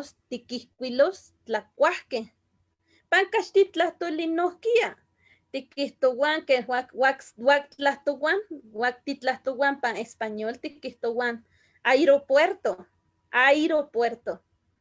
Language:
Eastern Huasteca Nahuatl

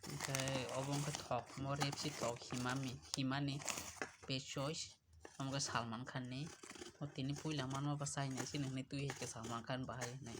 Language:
Kok Borok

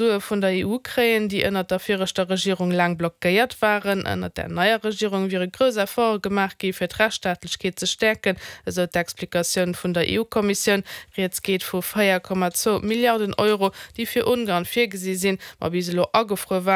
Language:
Luxembourgish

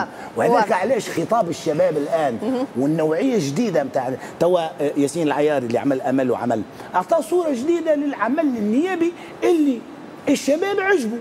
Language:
Tunisian Arabic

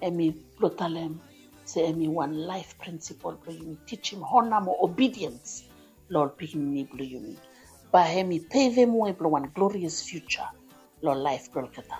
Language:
Bislama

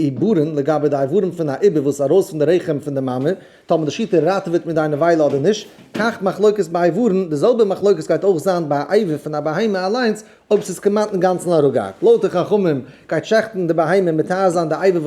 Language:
Yiddish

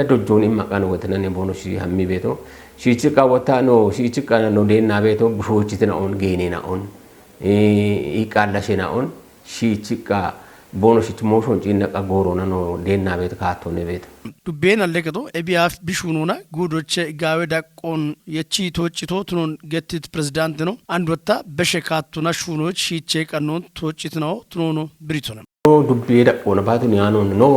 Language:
Kafa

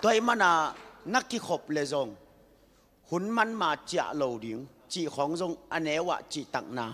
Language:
Tedim Chin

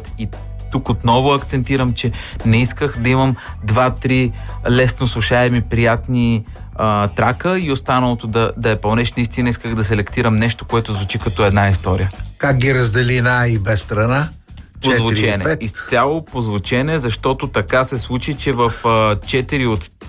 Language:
Bulgarian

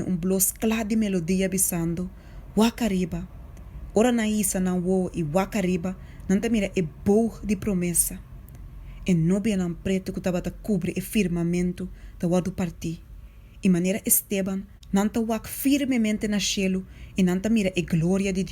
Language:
Papiamento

